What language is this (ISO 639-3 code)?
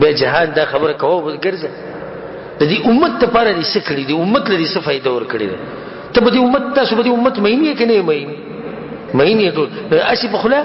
pus